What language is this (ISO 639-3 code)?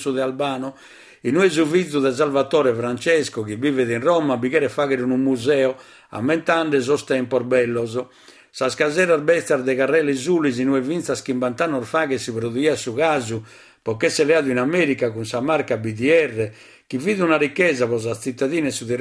srd